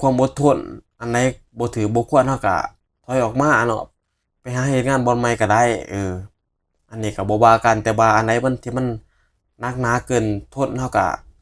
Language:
Northeastern Thai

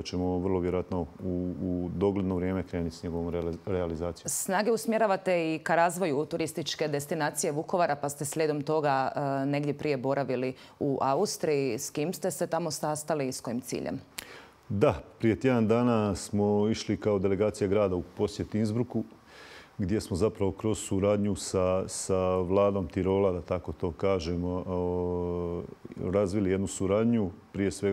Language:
Croatian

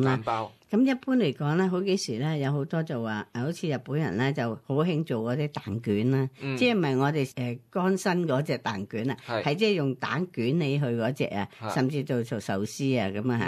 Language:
Cantonese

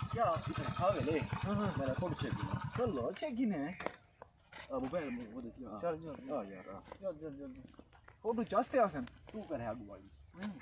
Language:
Saraiki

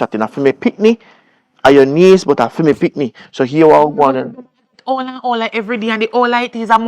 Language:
Jamaican Creole English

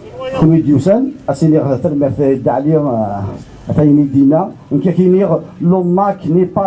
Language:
Kabyle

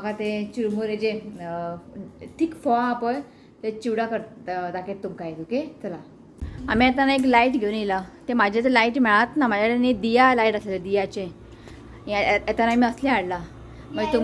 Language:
Konkani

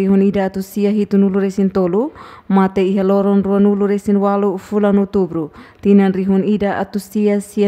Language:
Tetum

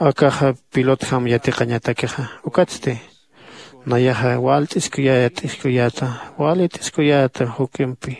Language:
Aymara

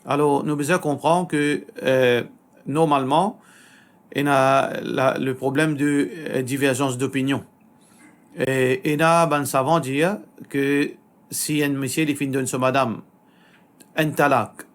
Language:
Morisyen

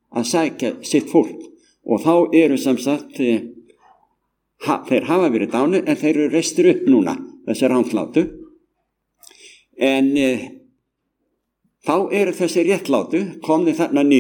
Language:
Icelandic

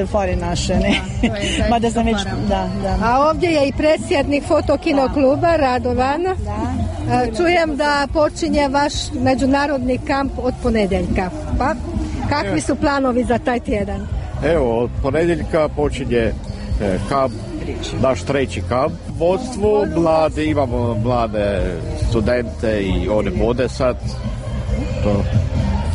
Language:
Croatian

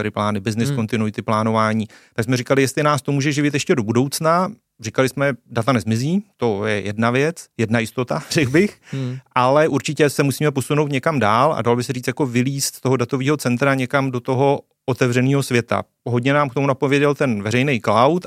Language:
Czech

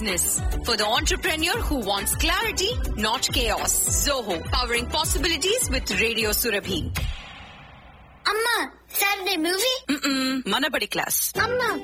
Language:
Telugu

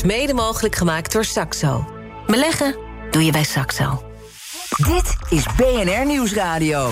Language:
Dutch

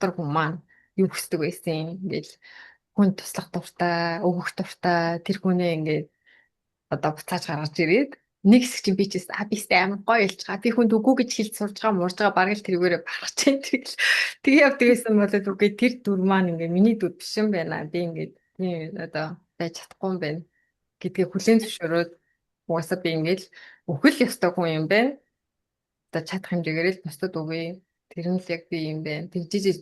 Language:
Mongolian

